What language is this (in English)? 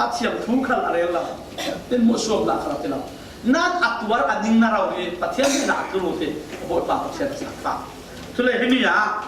Falam Chin